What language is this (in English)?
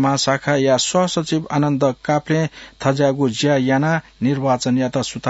Newari